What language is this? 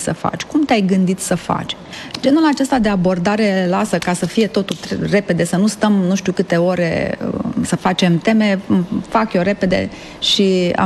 Romanian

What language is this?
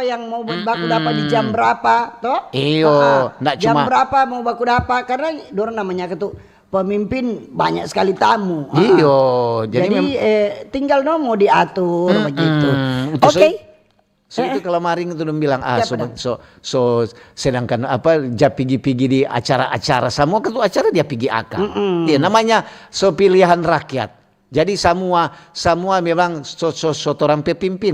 Manado Malay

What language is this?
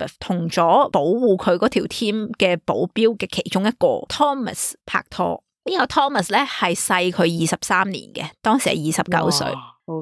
Cantonese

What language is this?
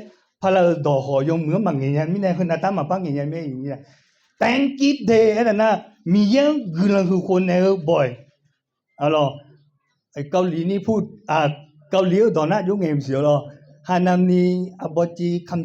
Akha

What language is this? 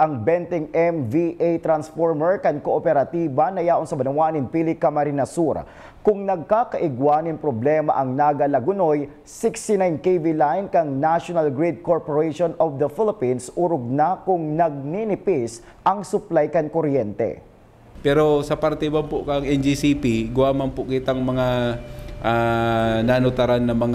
Bikol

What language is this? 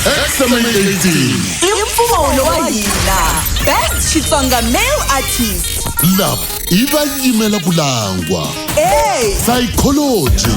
Tsonga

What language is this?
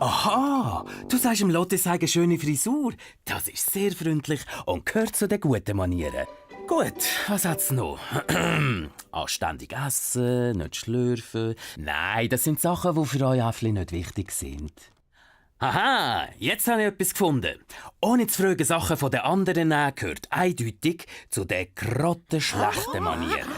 Swiss German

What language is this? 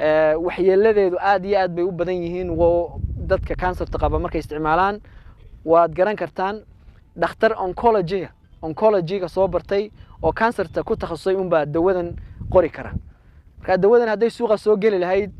Somali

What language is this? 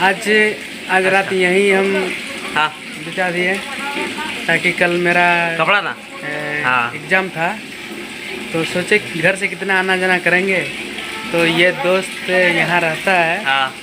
Santali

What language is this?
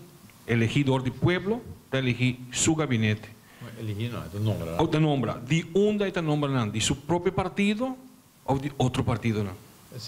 Papiamento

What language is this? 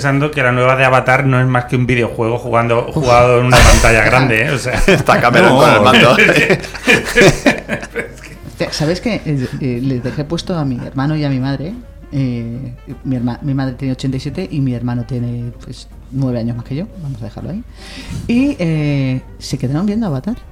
Spanish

